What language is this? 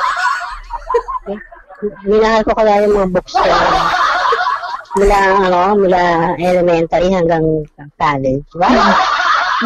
Filipino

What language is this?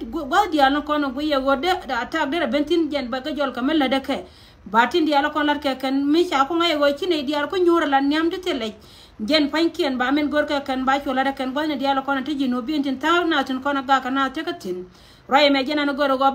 Nuer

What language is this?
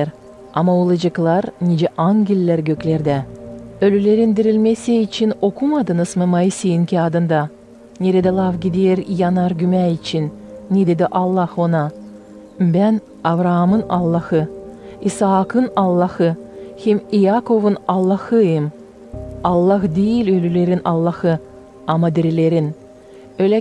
Gagauz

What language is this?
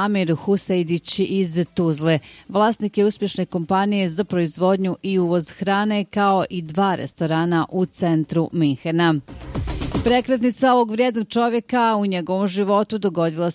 Bosnian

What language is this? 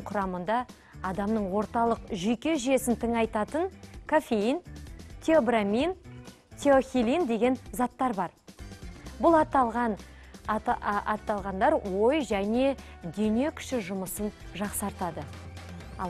Kazakh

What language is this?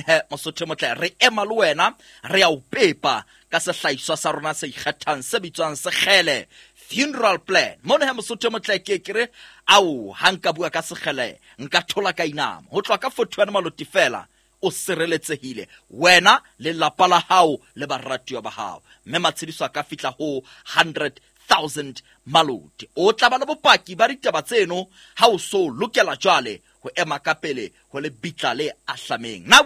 Southern Sotho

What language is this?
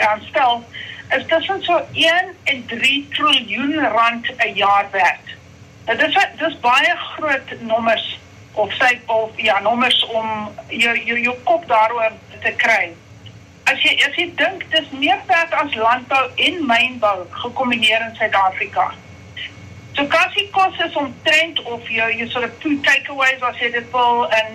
Afrikaans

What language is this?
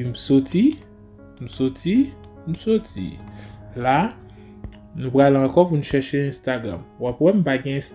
Haitian Creole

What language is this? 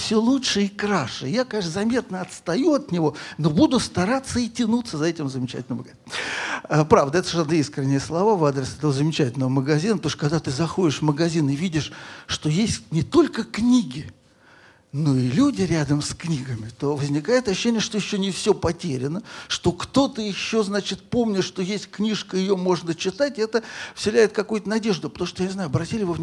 Russian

